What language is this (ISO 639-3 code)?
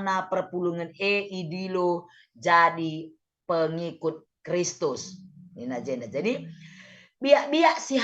btx